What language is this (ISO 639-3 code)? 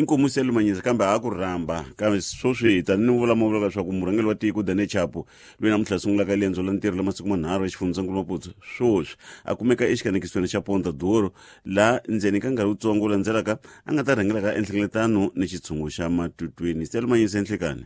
tso